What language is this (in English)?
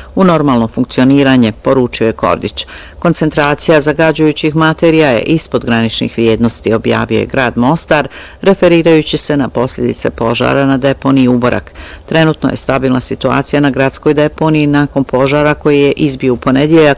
Bosnian